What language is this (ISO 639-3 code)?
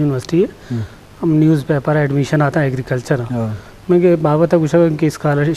bgp